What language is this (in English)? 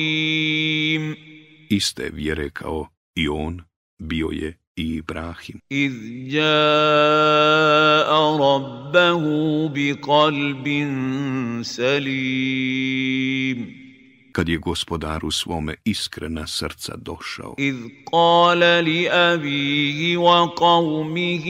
Bosnian